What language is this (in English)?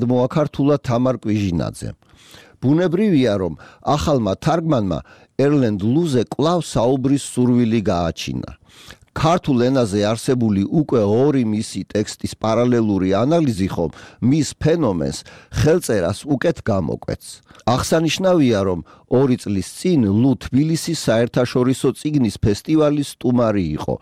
Georgian